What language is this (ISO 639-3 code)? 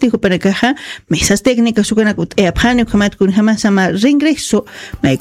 aym